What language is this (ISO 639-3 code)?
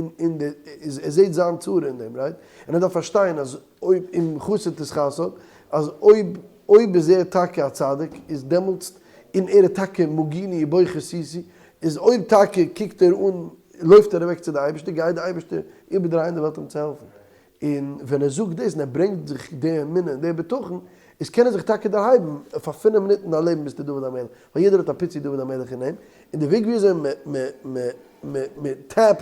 yid